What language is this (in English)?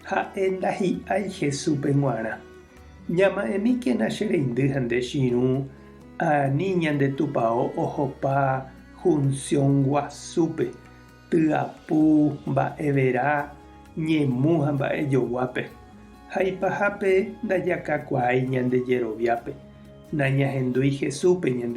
Guarani